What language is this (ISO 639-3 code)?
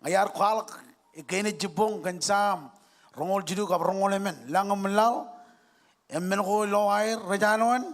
mah